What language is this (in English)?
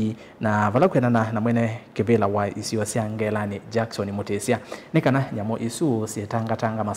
Kamba